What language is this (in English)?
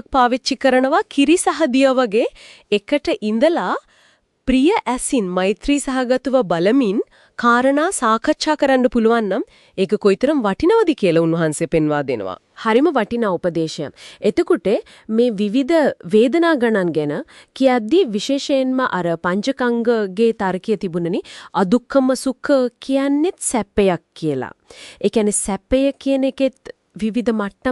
Sinhala